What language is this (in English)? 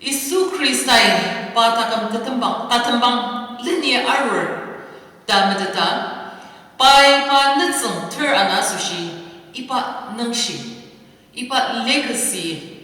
Ao Naga